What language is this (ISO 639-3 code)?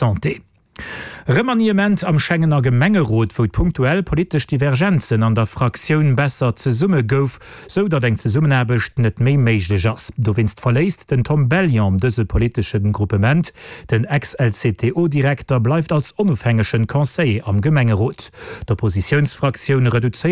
ltz